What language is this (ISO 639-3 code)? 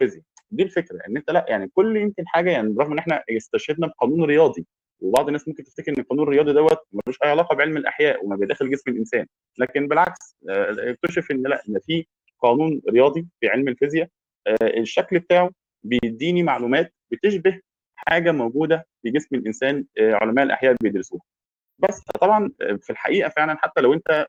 arz